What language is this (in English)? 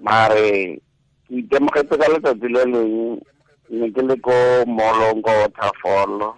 Tswana